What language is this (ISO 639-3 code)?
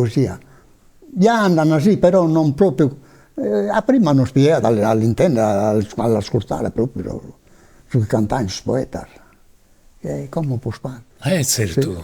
srd